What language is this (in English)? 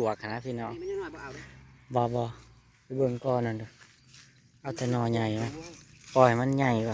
Northeastern Thai